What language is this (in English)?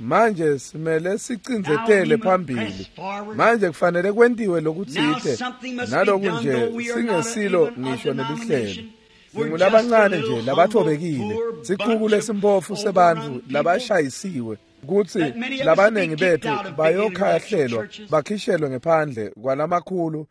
Swati